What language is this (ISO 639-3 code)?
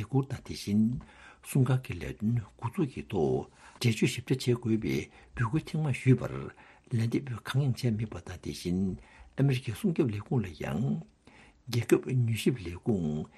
bod